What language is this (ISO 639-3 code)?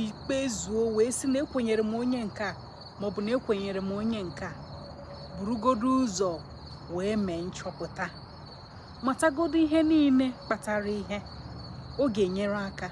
ibo